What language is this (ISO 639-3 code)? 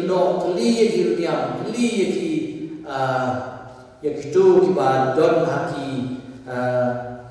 kha